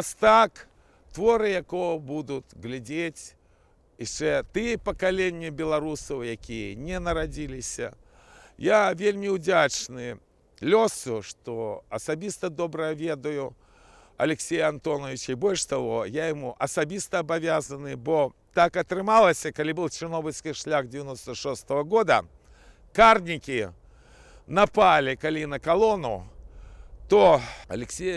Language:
Belarusian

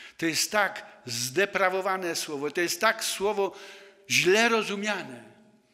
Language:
Polish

